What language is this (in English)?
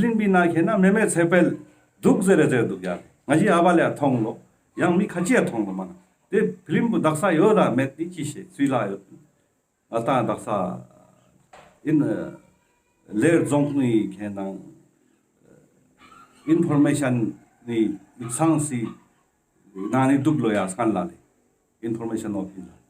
Ladakhi